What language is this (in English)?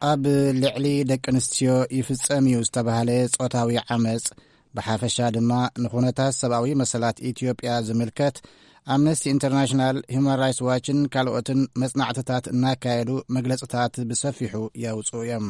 Tigrinya